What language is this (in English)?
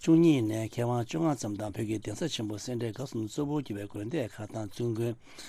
Tibetan